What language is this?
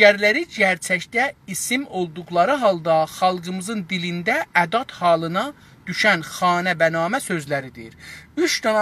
South Azerbaijani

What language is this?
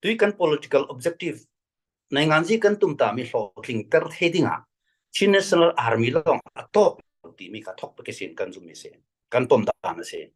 Falam Chin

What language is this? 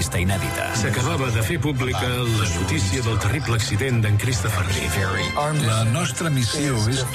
Catalan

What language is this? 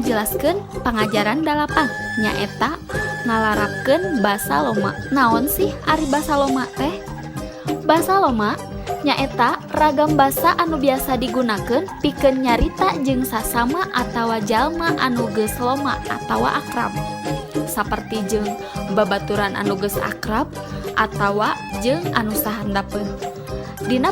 Sundanese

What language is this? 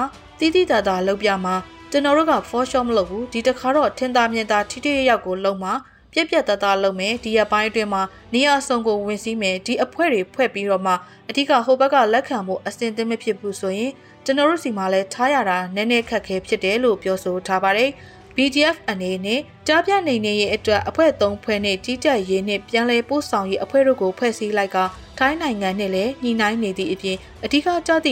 Burmese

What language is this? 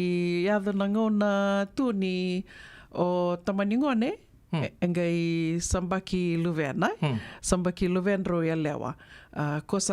Fijian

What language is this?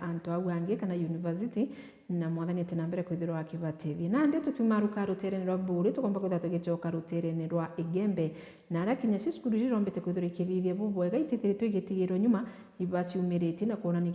Meru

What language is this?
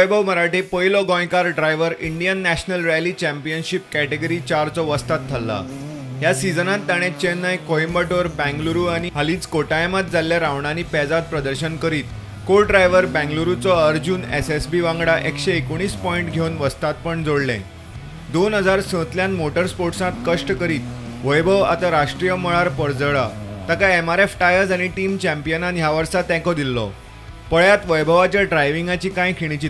Konkani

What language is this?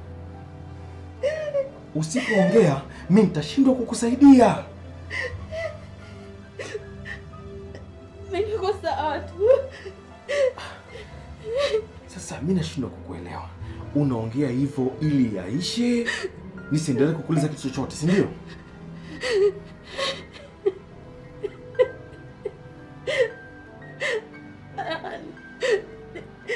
Swahili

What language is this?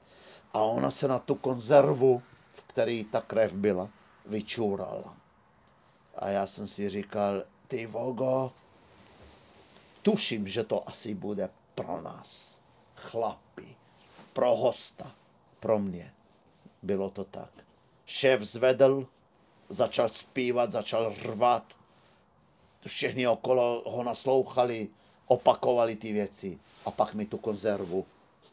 Czech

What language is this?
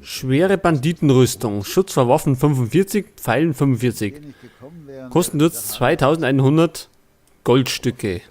Bavarian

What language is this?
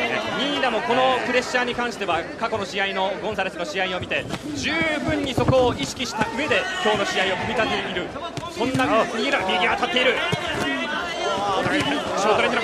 Japanese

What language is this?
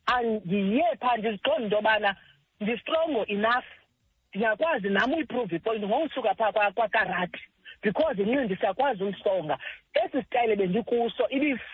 Xhosa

